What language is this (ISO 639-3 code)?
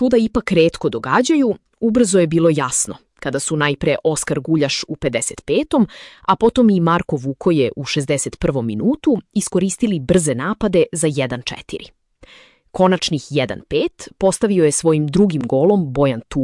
srp